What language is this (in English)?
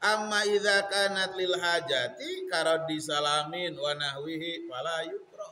Sundanese